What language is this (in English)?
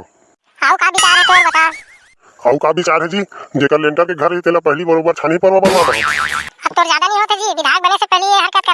Chhattisgarhi